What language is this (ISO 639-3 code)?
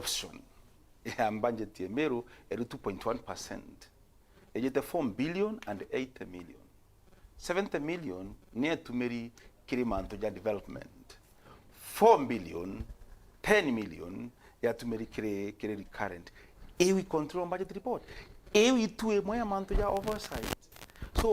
mer